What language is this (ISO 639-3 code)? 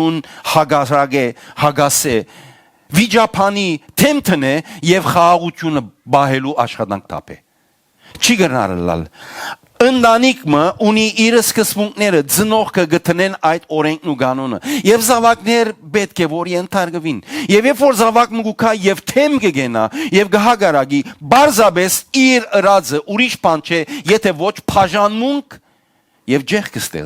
hyw